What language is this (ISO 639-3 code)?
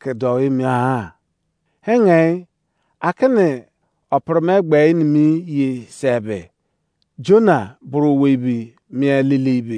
ijc